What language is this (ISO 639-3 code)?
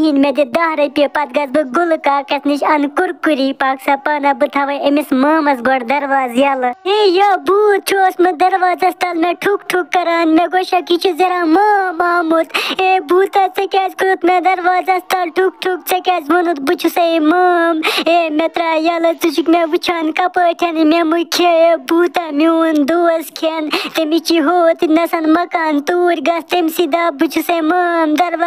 kas